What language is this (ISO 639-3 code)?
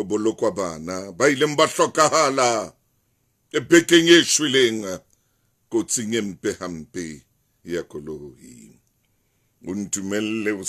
sot